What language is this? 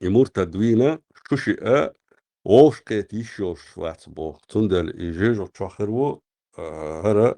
Chechen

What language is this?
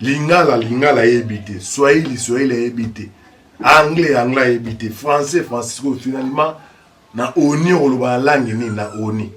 Lingala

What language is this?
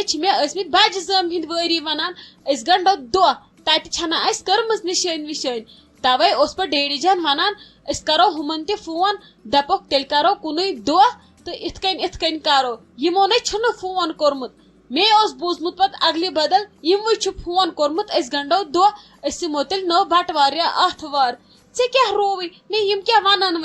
Kashmiri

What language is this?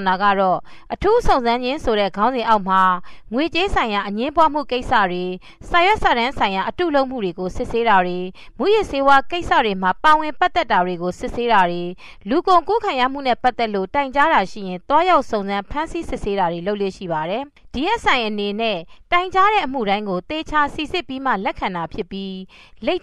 Burmese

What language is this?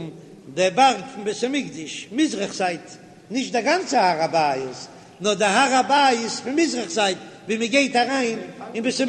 Yiddish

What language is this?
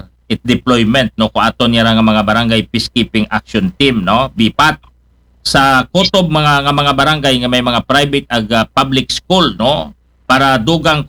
Aklanon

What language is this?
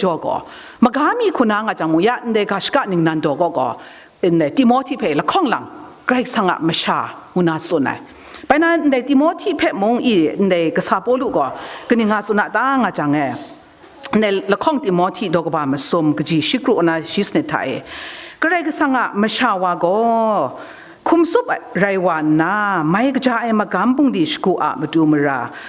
Kachin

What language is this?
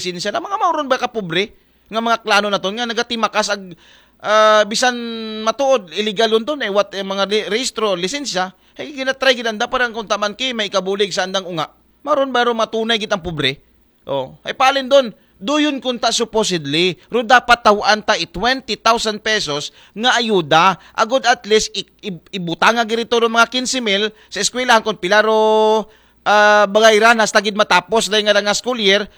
Aklanon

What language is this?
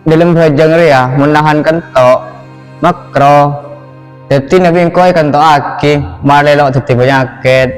Madurese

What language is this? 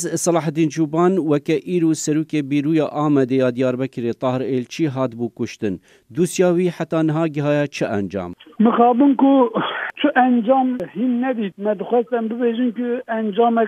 Kurdish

